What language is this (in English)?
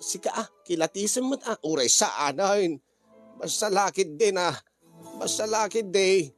Iloko